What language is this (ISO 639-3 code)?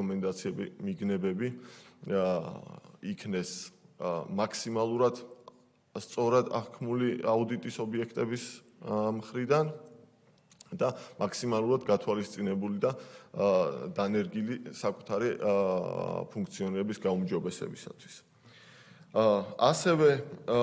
kat